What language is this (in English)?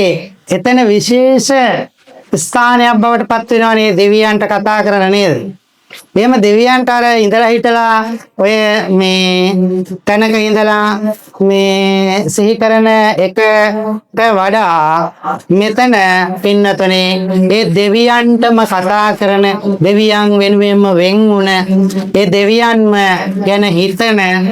Sinhala